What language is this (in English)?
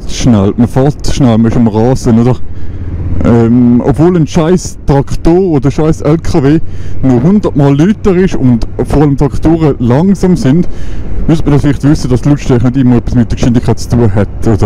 Swiss German